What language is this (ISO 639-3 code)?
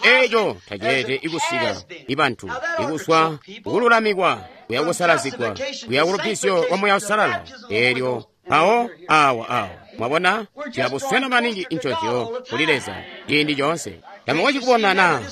toi